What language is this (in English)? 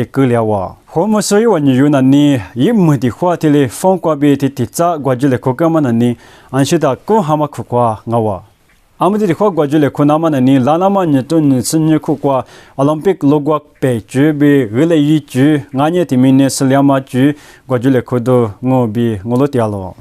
Lisu